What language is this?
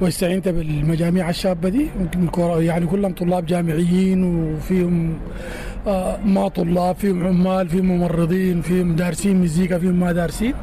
Sudanese Arabic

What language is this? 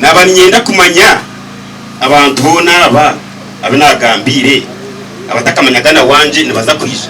Nyankole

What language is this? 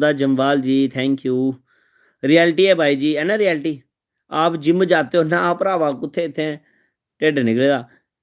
Dogri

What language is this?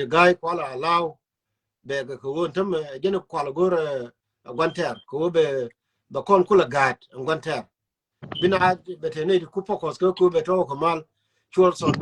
Nuer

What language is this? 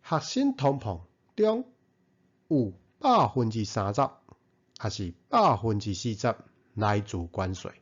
Min Nan Chinese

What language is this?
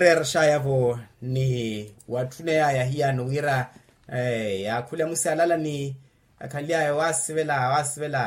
Makhuwa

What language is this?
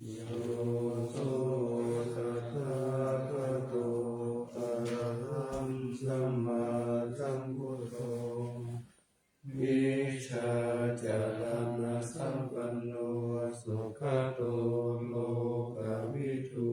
Pali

